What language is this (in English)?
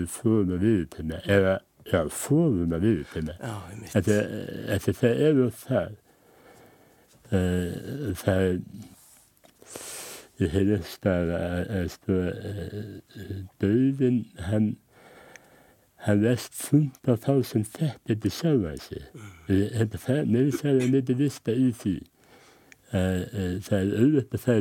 Icelandic